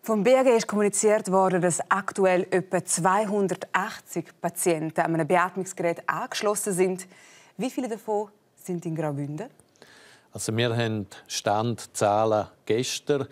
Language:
Romansh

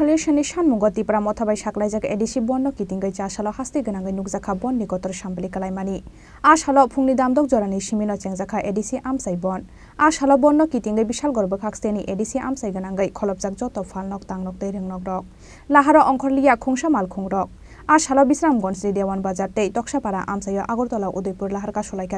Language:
Kok Borok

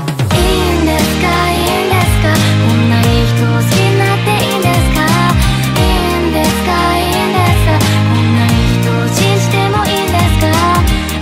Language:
Japanese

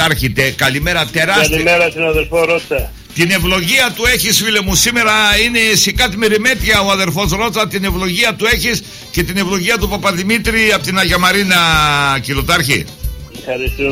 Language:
Greek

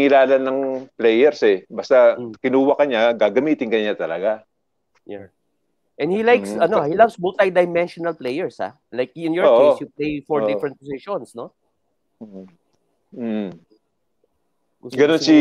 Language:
Filipino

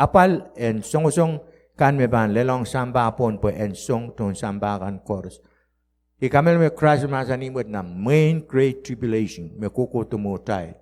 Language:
Pohnpeian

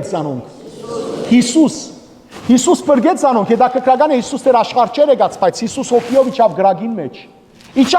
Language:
Western Armenian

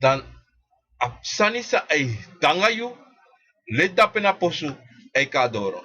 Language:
Sranan Tongo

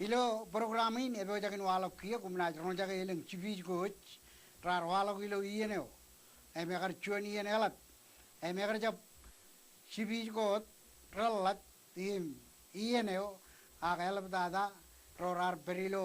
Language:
Marshallese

